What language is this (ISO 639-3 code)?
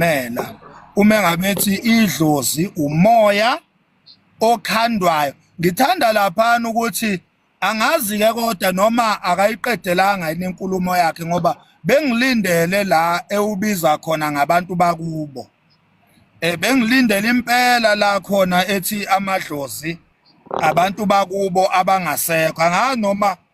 zul